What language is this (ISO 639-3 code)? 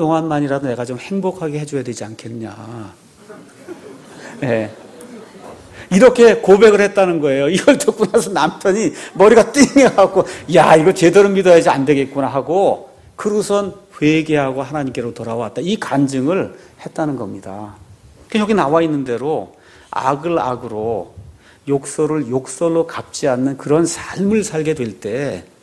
kor